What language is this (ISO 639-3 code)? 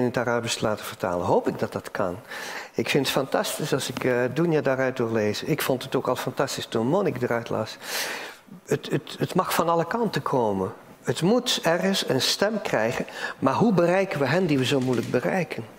nld